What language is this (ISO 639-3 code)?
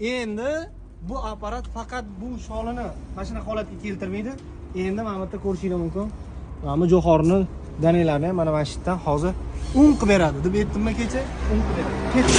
uzb